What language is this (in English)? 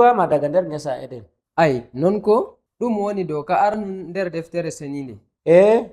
Nigerian Fulfulde